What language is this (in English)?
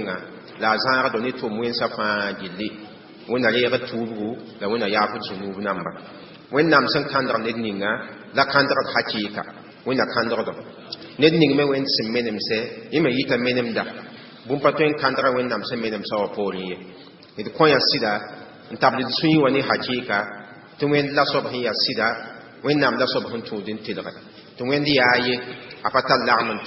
Mossi